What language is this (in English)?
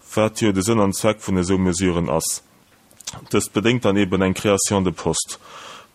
Luxembourgish